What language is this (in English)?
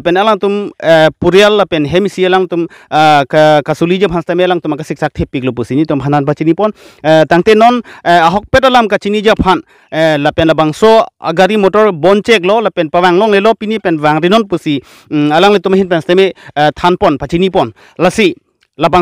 Karbi